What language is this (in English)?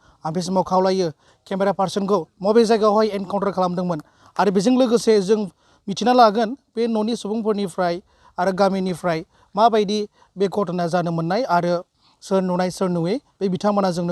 Bodo